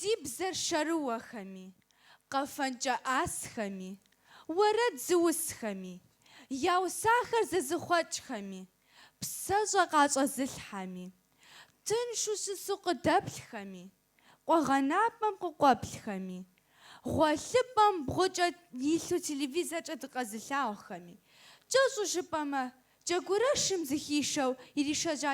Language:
Kabardian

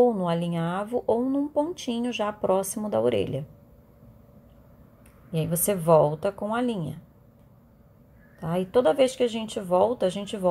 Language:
Portuguese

